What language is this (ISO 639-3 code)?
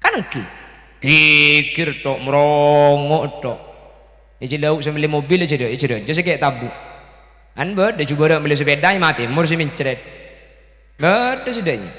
mad